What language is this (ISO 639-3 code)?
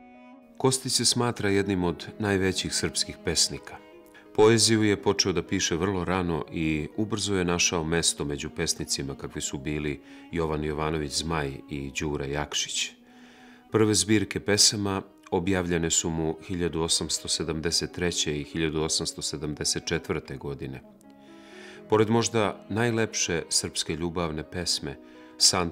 srp